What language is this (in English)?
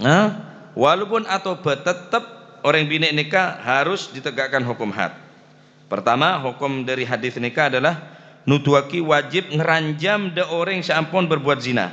Madurese